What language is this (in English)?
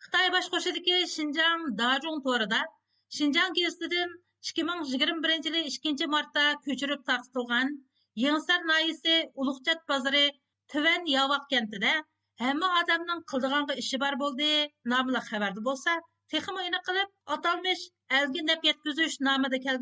Uyghur